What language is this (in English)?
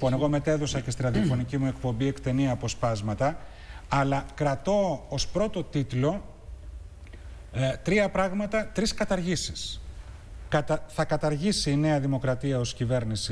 Greek